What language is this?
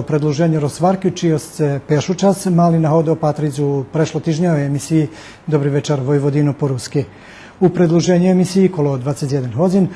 Rusyn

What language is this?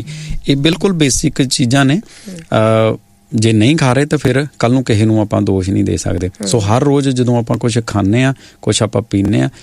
Punjabi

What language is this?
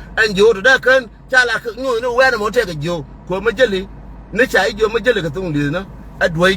Nuer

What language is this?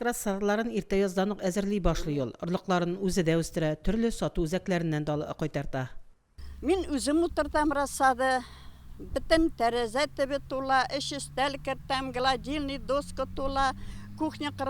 Tatar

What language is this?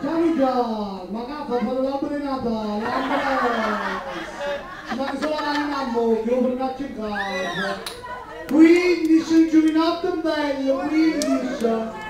Neapolitan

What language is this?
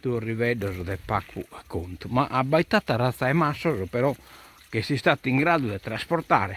Sardinian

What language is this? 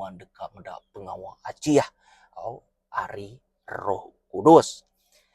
Iban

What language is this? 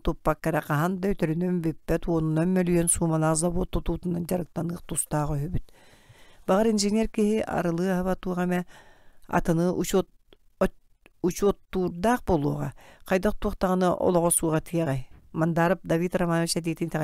Yakut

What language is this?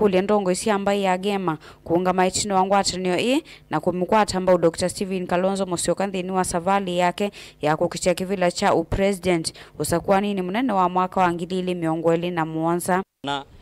Kamba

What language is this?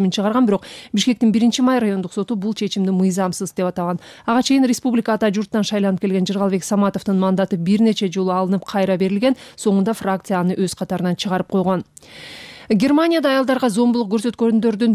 Kyrgyz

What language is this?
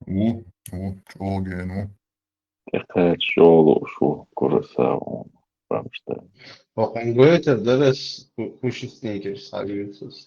Chechen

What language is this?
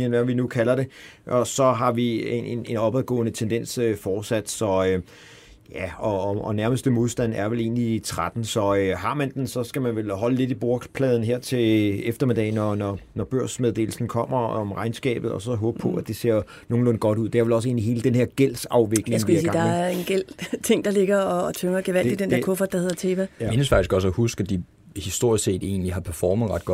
Danish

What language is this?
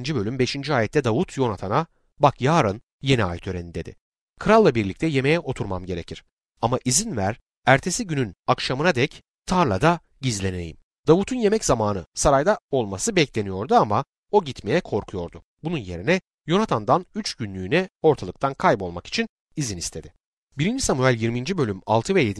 Turkish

